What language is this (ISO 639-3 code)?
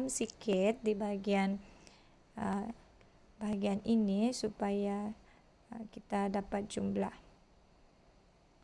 msa